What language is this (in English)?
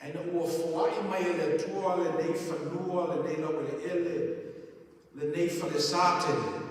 Samoan